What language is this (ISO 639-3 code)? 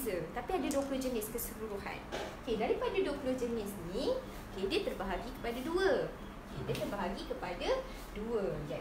msa